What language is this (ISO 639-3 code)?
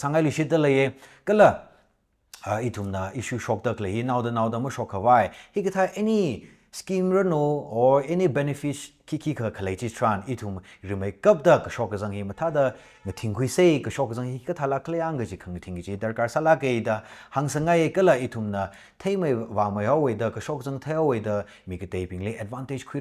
nmf